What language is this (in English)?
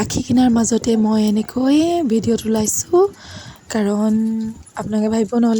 Assamese